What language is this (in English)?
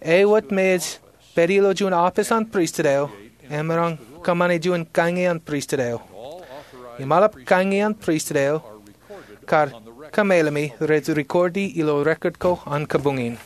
Marshallese